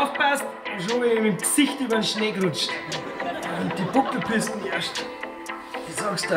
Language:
Bavarian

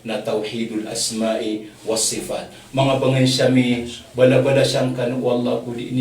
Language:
Maranao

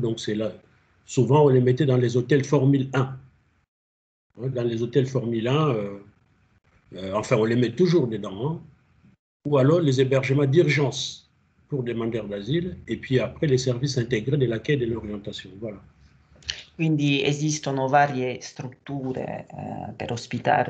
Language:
French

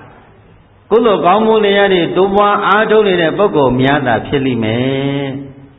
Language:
Burmese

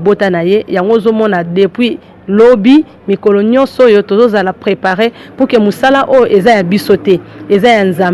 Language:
Lingala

